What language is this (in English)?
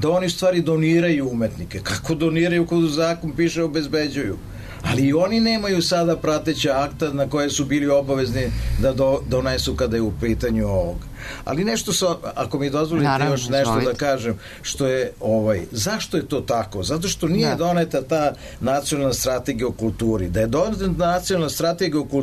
Serbian